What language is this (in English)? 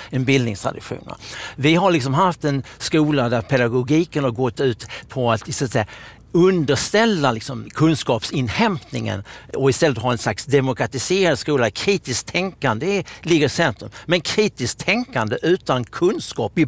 Swedish